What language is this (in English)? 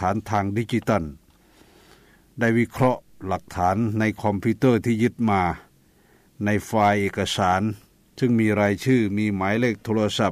Thai